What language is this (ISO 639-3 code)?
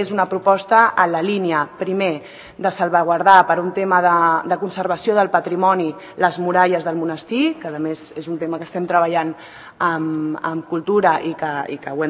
cat